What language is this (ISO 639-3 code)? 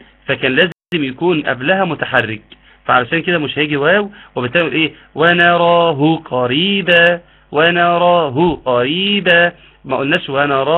arz